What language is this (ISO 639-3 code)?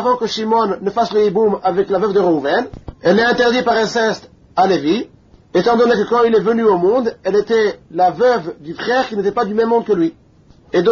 fra